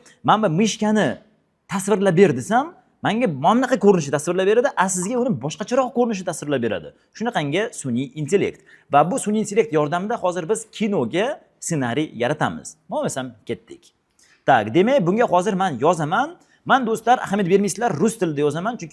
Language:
Uzbek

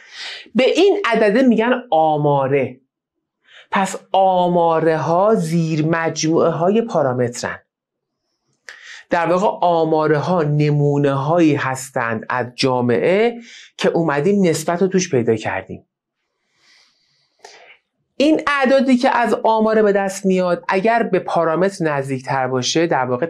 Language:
Persian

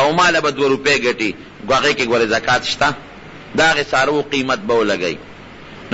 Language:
Pashto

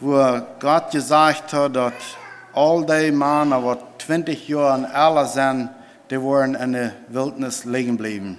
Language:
Plautdietsch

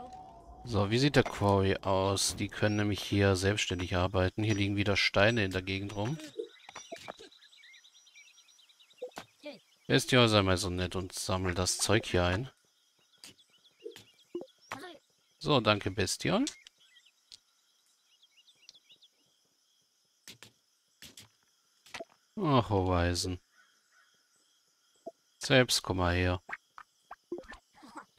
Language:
German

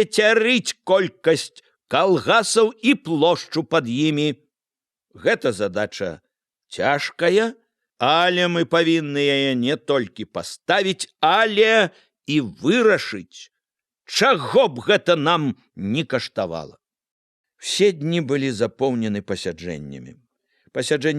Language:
Belarusian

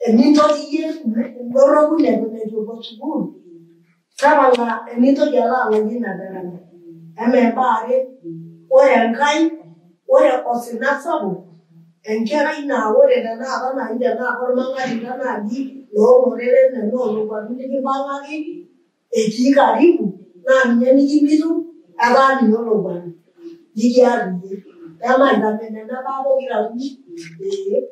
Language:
Masai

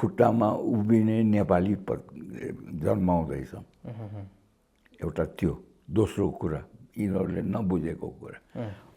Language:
Nepali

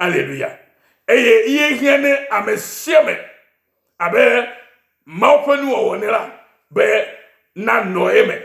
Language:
Ewe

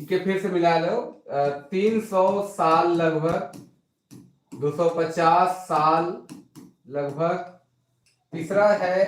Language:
Sadri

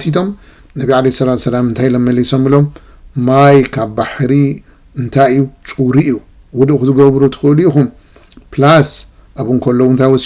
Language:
Tigrinya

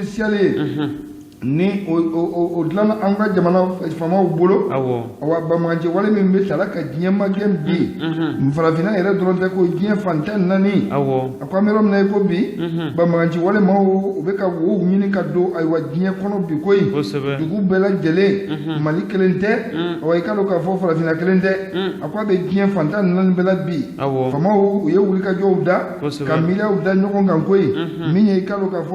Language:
Bambara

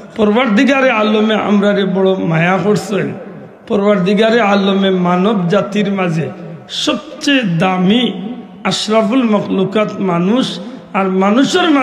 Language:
Sylheti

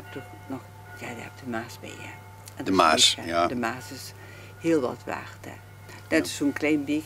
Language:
Limburgish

